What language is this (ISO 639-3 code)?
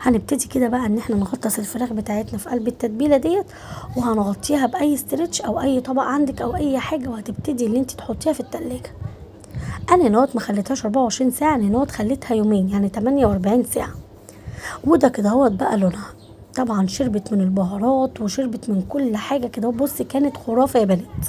arz